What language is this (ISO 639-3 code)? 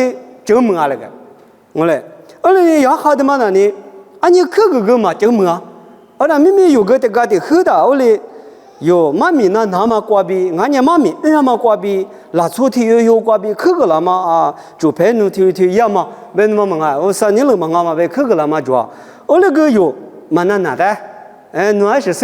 lis